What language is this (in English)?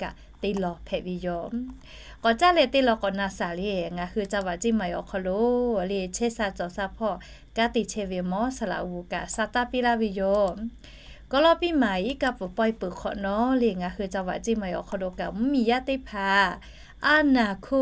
Lahu